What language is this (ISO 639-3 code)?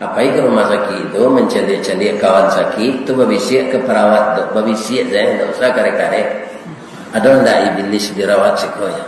min